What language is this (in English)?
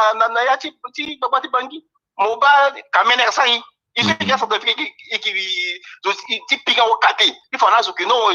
Sango